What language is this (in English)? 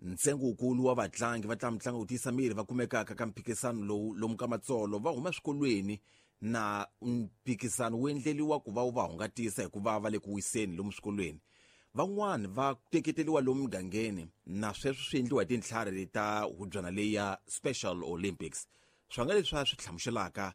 Tsonga